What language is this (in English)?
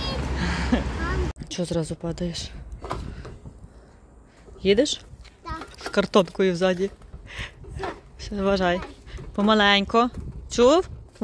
Ukrainian